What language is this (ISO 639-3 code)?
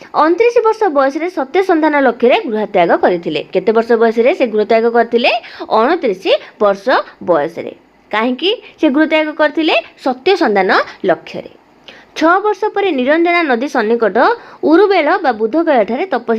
ori